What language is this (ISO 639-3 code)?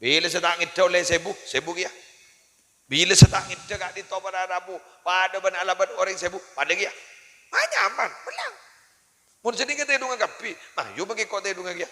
mad